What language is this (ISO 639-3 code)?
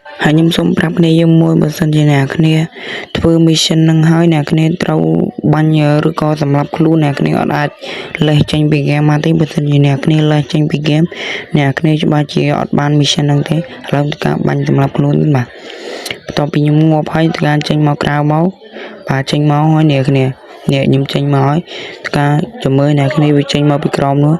khm